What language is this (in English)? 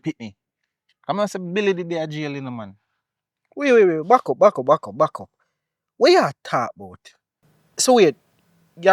Jamaican Creole English